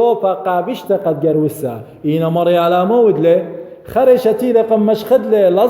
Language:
Assyrian Neo-Aramaic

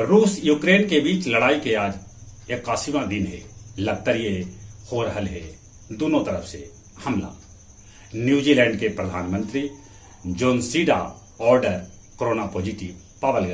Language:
Magahi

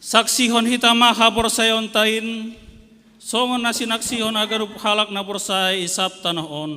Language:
Batak Simalungun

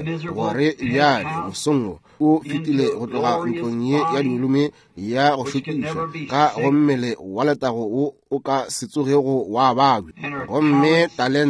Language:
Northern Sotho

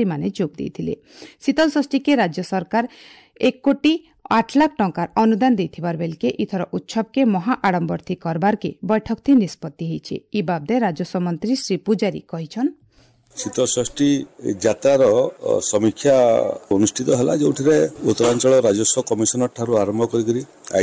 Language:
Odia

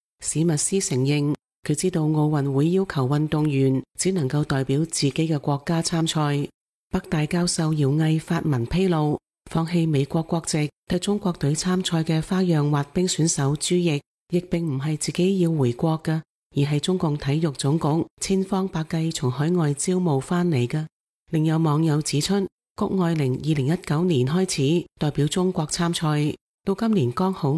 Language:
Cantonese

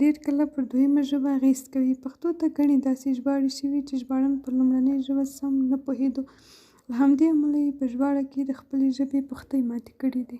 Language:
Pashto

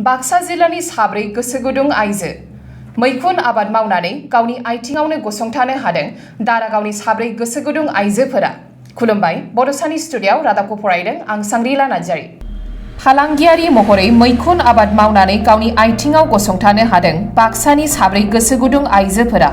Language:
Bodo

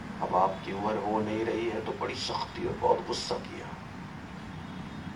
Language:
Urdu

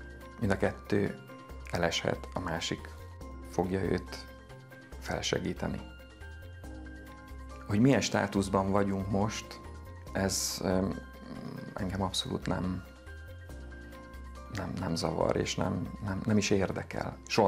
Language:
Hungarian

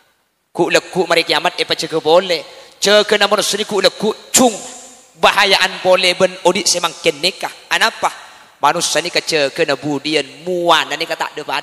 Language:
Madurese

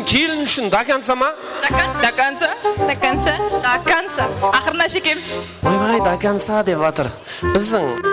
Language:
Kara-Kalpak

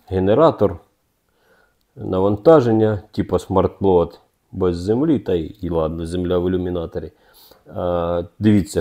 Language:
Ukrainian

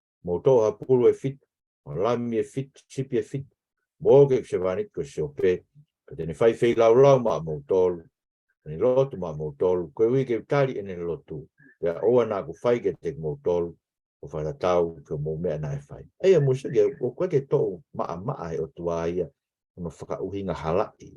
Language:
Tongan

